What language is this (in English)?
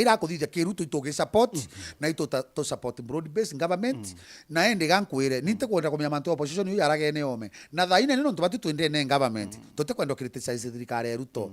Meru